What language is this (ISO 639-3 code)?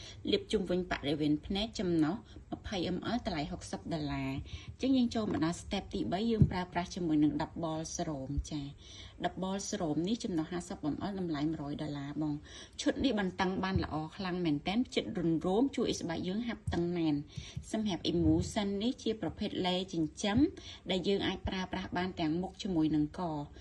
khm